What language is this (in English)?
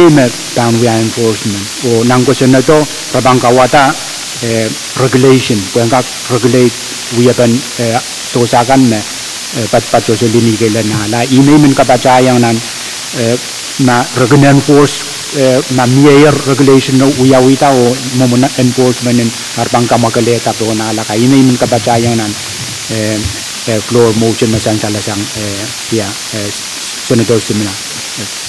Pohnpeian